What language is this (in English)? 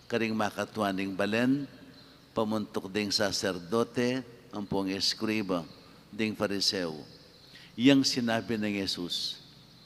Pampanga